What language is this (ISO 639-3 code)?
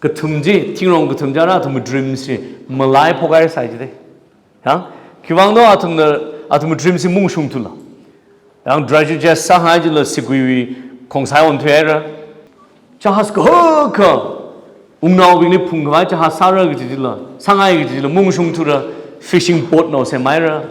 nmf